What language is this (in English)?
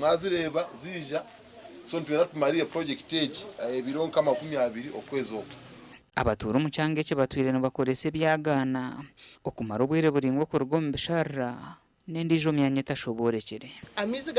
Nyankole